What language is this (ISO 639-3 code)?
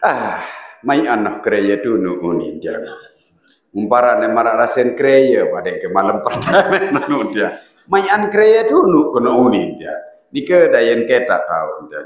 sas